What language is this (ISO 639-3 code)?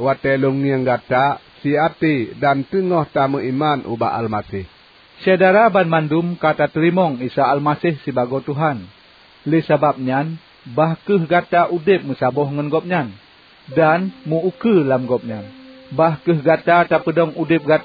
ace